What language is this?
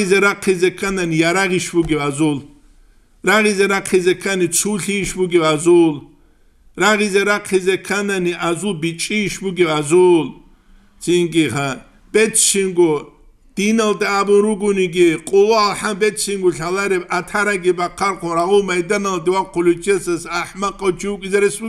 Avaric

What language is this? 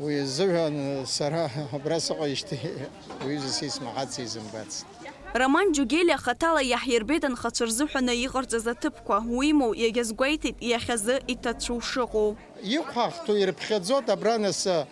Abkhazian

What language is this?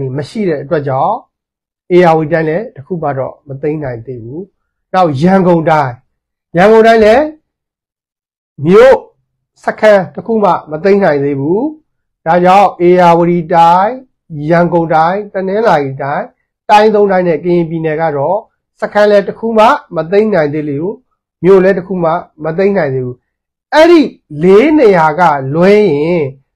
Burmese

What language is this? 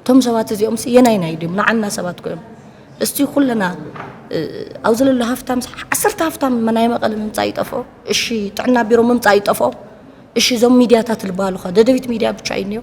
Tigrinya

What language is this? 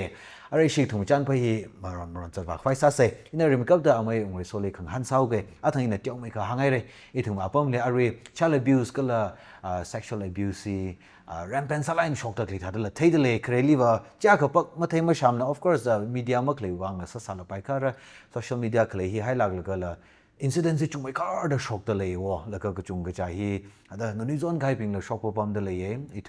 Tangkhul Naga (India)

